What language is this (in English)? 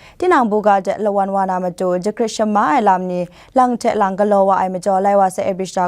Kachin